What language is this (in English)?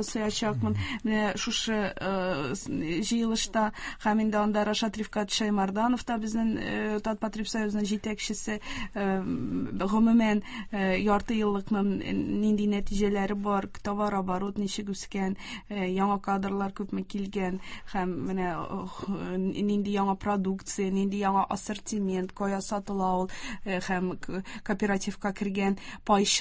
Tatar